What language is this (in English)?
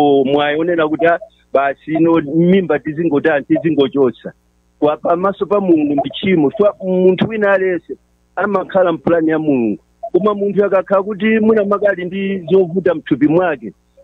Nyanja